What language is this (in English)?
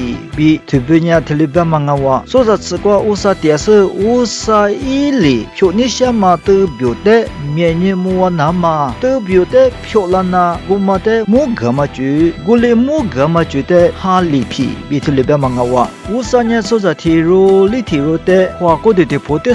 Lisu